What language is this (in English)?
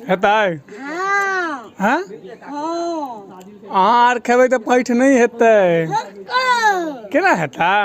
Maithili